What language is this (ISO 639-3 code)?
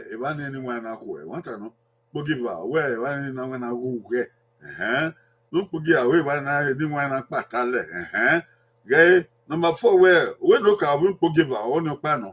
bin